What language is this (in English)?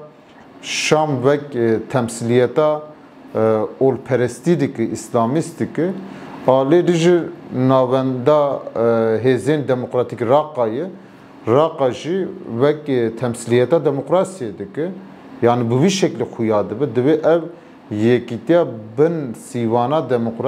Kurdish